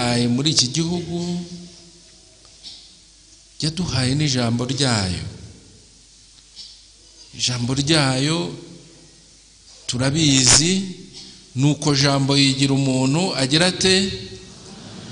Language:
Kinyarwanda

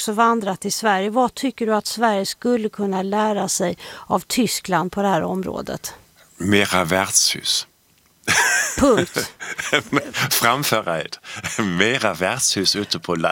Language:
Swedish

